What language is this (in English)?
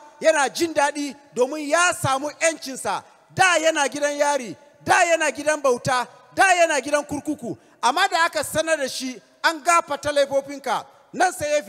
Hausa